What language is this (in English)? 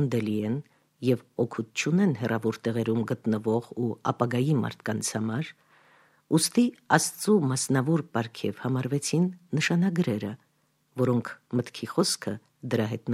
Armenian